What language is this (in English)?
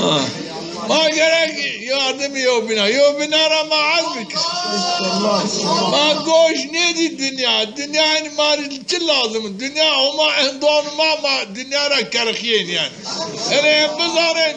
Zaza